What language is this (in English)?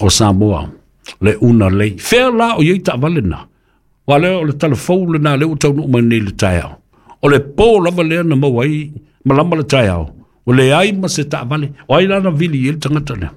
Samoan